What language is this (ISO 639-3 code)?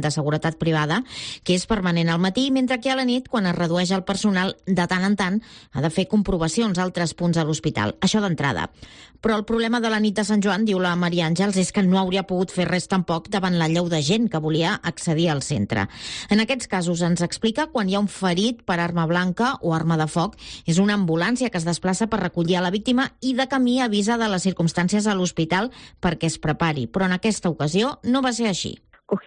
cat